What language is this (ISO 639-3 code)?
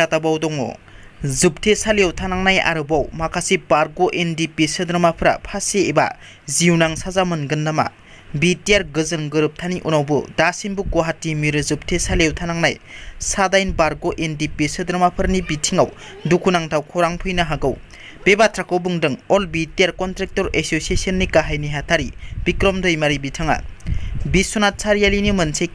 brx